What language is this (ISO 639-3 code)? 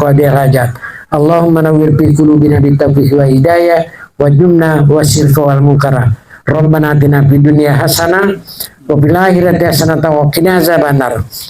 bug